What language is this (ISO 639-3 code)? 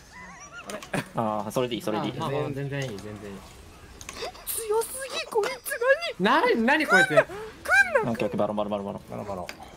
jpn